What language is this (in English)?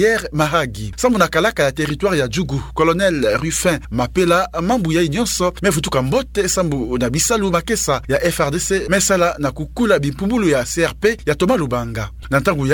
Kituba (Democratic Republic of Congo)